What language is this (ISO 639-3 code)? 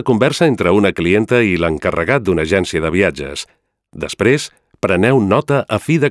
cat